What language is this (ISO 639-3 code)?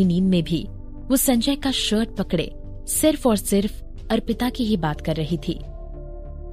hin